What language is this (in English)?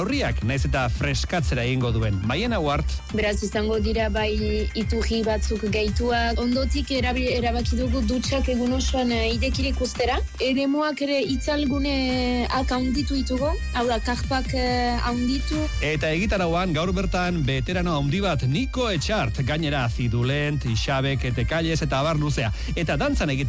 Basque